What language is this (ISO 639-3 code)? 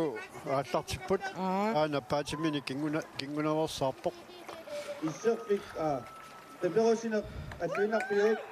kal